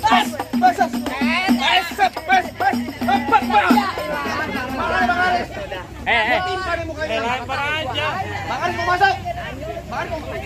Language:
Betawi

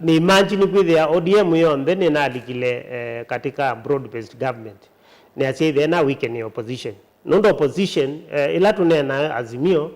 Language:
Kamba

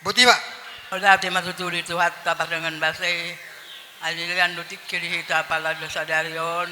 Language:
Batak Toba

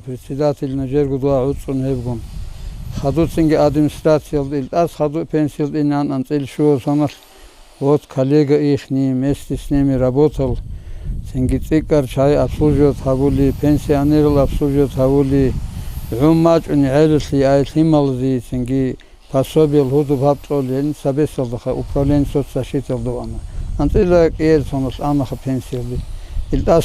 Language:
Avaric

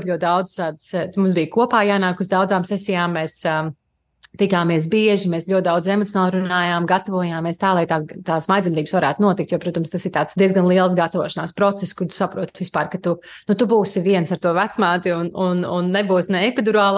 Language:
Latvian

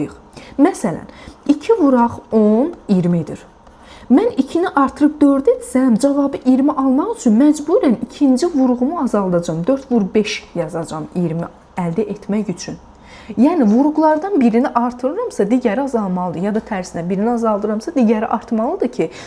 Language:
Azerbaijani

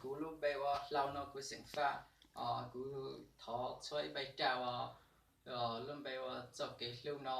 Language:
Hmong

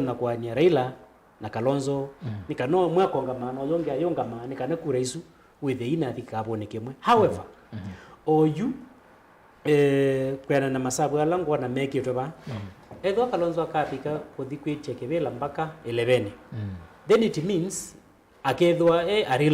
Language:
Kamba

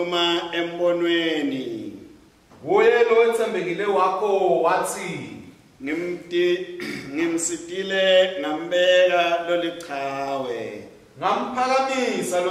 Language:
Swati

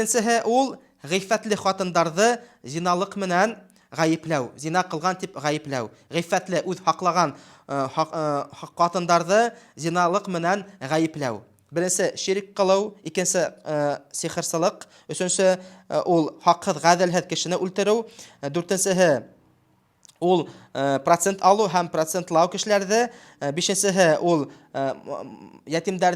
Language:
Bashkir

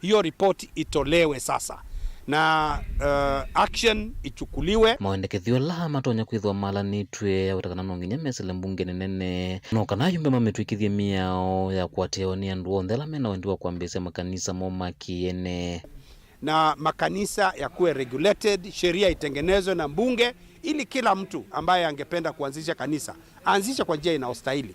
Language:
Kamba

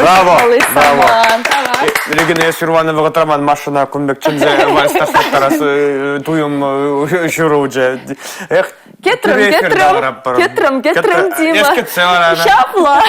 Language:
Chuvash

